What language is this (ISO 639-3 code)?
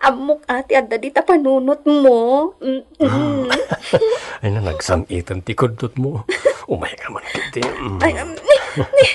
ilo